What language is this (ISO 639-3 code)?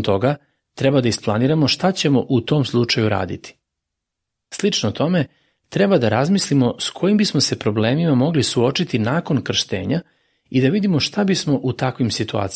srp